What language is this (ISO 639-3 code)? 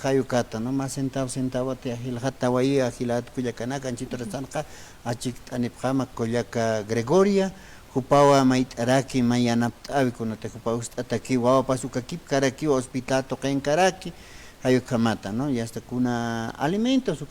aym